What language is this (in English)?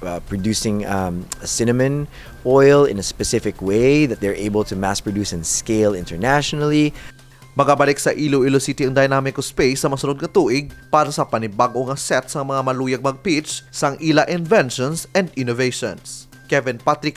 Hiligaynon